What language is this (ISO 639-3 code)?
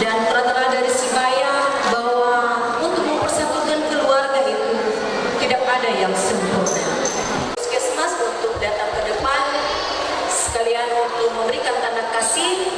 nia